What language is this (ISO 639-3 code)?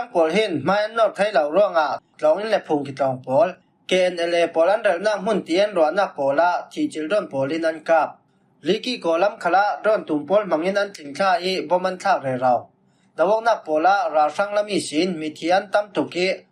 cfm